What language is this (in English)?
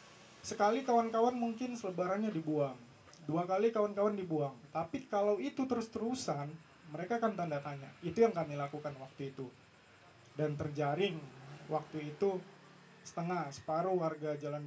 Indonesian